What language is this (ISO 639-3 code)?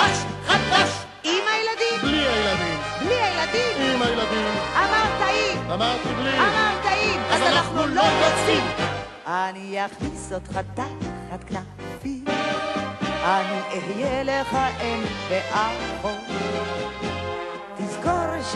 heb